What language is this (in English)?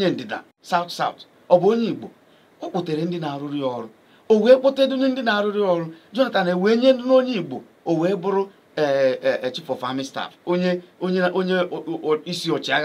Igbo